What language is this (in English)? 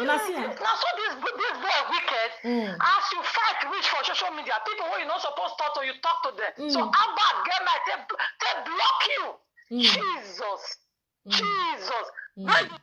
Nigerian Pidgin